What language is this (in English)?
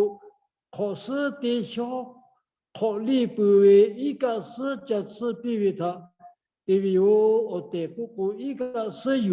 Lahu